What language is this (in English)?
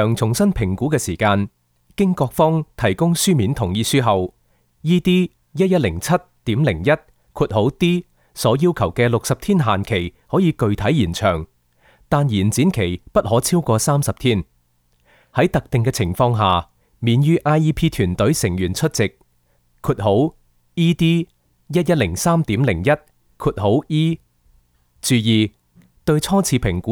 Cantonese